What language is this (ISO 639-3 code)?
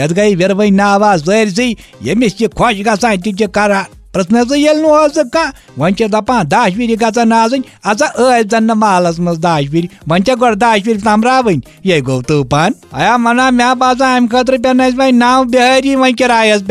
kas